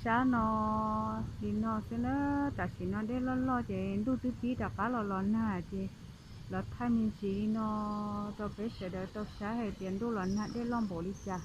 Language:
Hmong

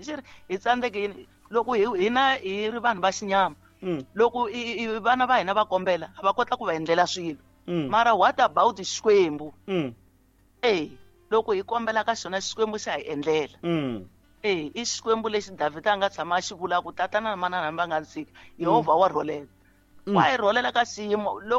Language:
Tsonga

